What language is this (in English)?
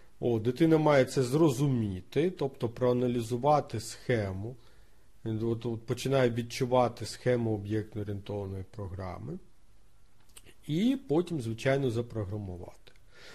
Ukrainian